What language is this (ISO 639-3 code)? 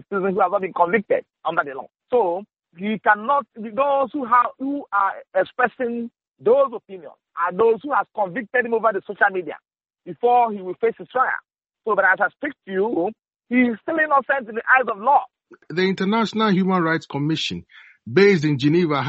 eng